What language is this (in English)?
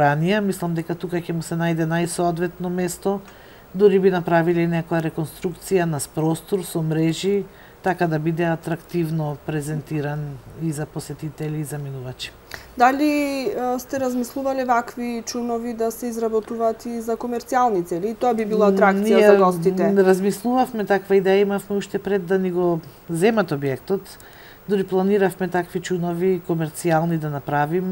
Macedonian